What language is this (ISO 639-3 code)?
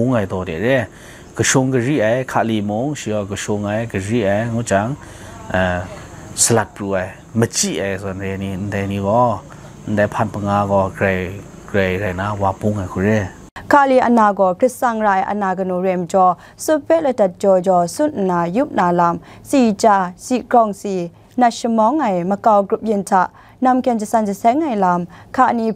kac